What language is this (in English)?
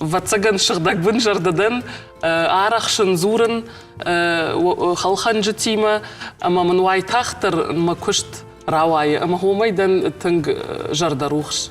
Ossetic